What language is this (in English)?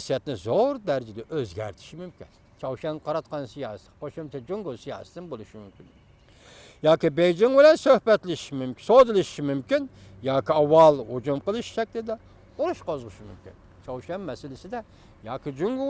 Uyghur